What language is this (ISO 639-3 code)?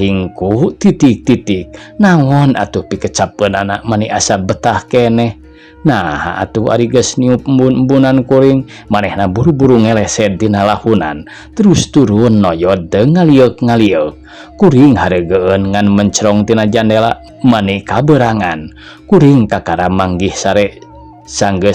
sun